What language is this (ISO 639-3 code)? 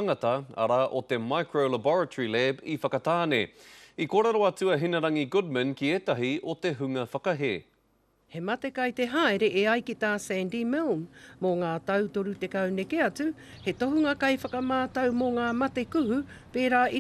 mri